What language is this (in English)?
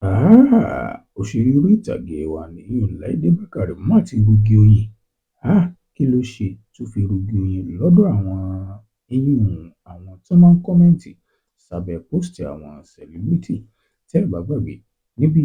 Yoruba